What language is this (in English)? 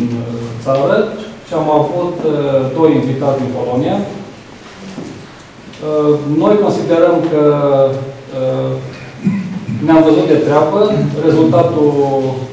Romanian